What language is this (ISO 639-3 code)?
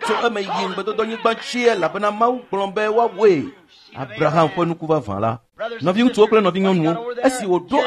ewe